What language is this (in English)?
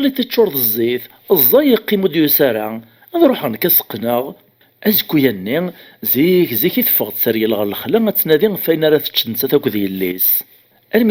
Kabyle